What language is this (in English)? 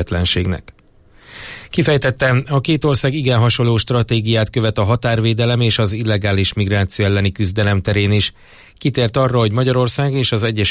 Hungarian